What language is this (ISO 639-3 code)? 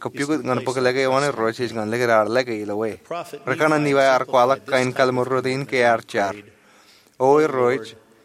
mah